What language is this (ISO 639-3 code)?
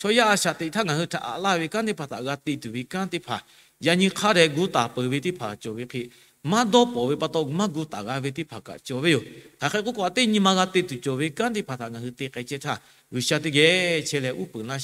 lhu